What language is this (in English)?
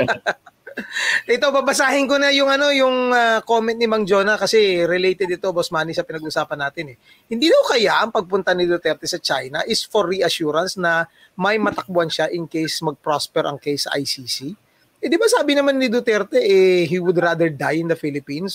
Filipino